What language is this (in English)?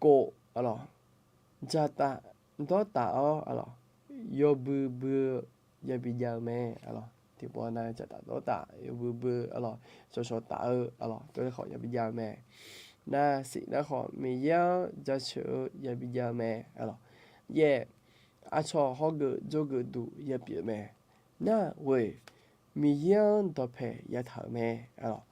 Akha